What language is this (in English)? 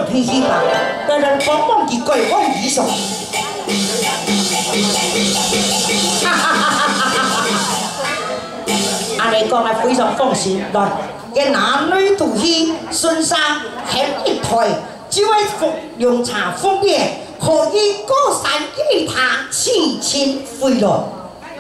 Chinese